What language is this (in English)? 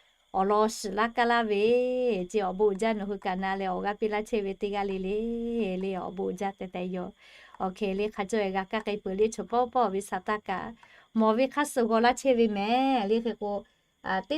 Lahu